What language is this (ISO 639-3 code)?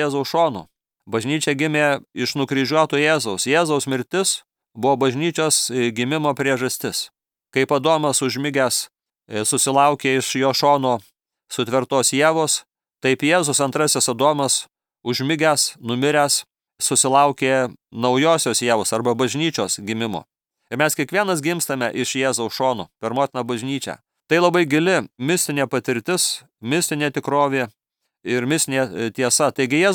lit